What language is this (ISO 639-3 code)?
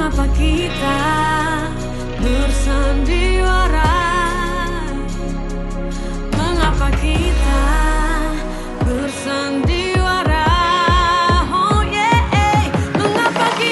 ind